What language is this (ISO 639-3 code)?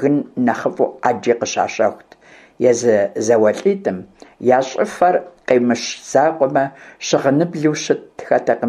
kbd